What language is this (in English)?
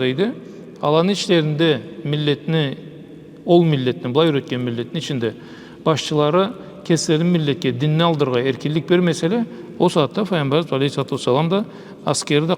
Karachay-Balkar